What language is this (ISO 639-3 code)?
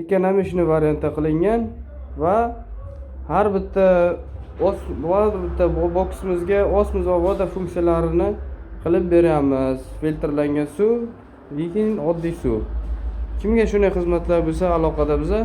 uzb